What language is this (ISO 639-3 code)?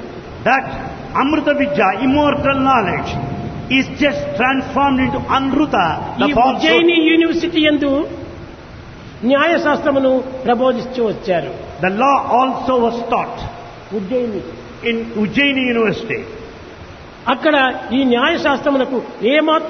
tel